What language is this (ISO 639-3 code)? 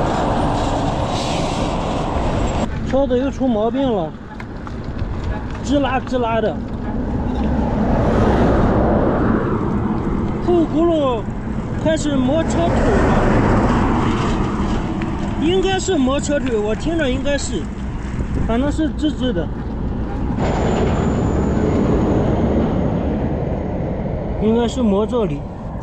zho